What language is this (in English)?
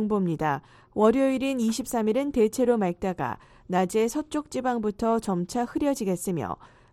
Korean